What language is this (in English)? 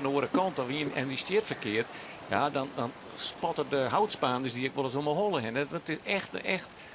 Western Frisian